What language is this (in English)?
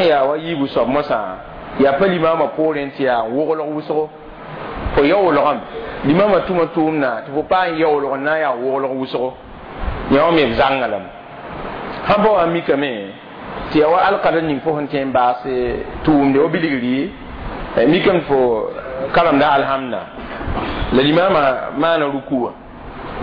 Mossi